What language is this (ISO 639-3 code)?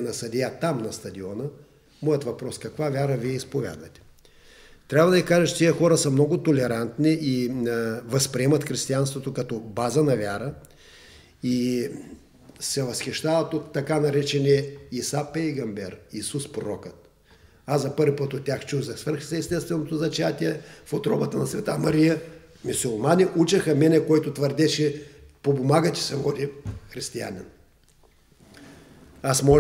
bul